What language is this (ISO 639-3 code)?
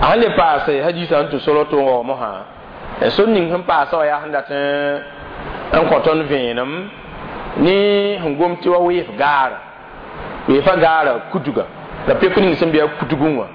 mos